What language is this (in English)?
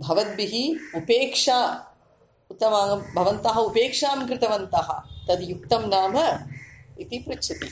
Sanskrit